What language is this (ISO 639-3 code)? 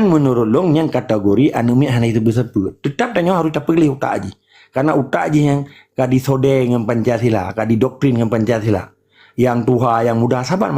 ace